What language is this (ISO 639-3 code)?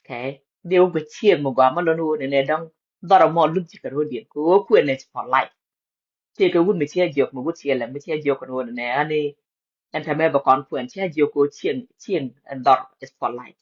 nus